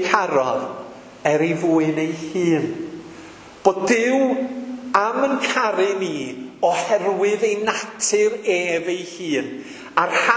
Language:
Welsh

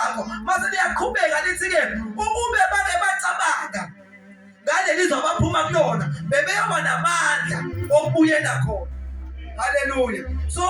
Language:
Zulu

